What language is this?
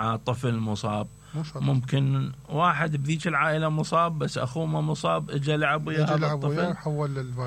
Mesopotamian Arabic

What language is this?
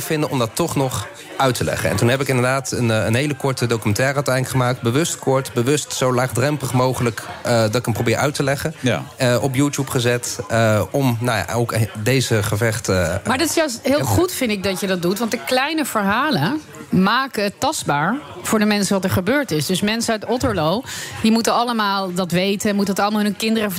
Dutch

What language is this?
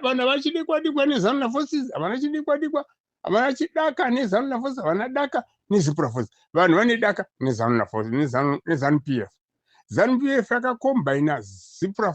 Shona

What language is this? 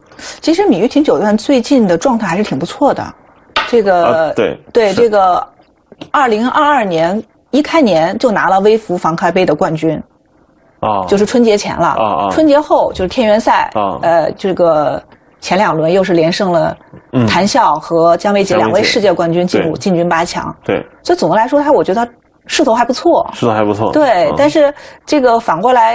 Chinese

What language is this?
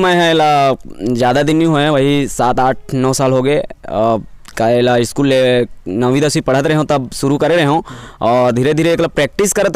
Chhattisgarhi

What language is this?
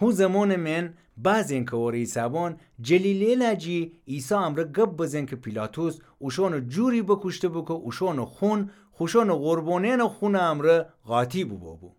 Gilaki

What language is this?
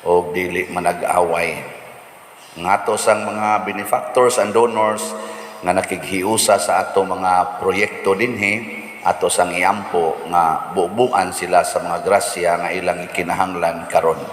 Cebuano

